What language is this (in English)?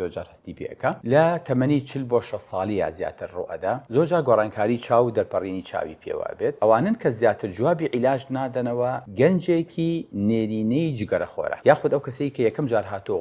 Central Kurdish